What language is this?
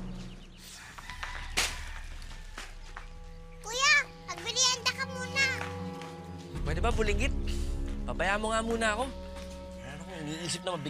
Filipino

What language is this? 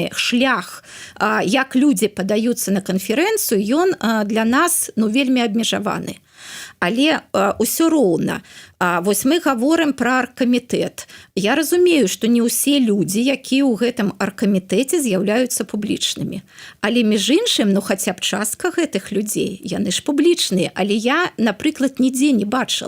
Belarusian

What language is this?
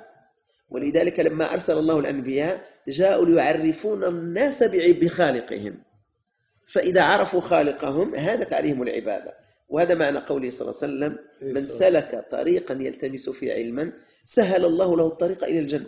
Arabic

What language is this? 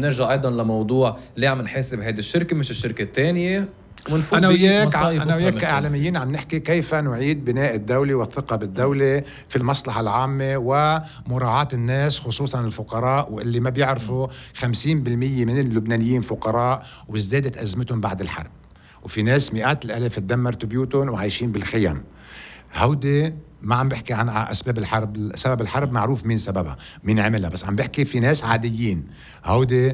North Levantine Arabic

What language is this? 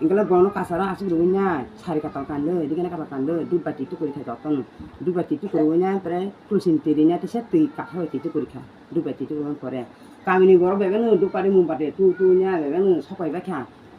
Kok Borok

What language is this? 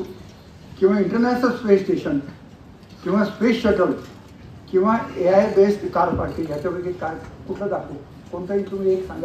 Marathi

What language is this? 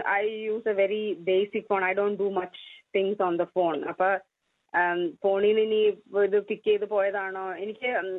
Malayalam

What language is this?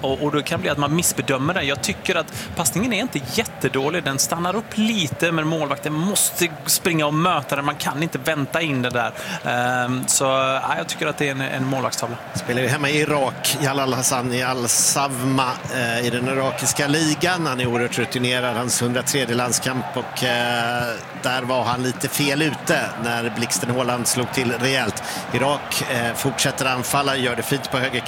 Swedish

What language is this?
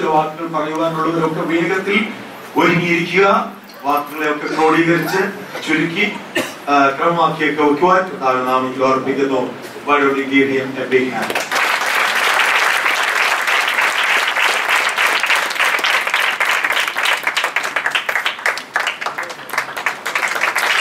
Malayalam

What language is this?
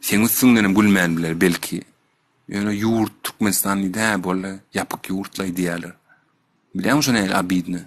Turkmen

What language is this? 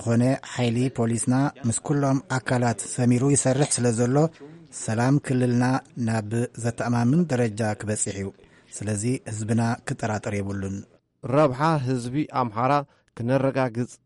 Tigrinya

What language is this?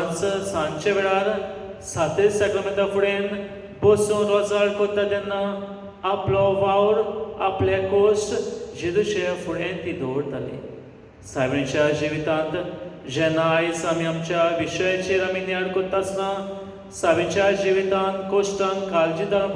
Konkani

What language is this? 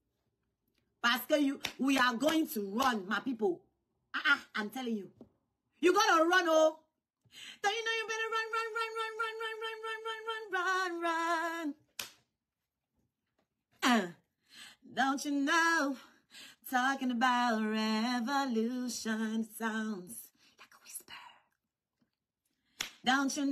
French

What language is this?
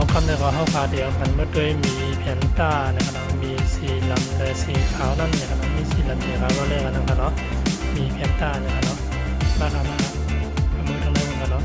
Shan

